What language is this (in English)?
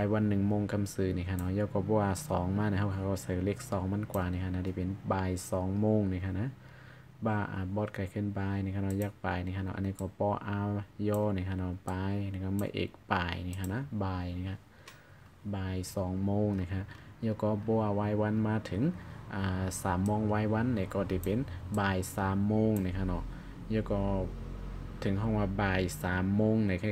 Shan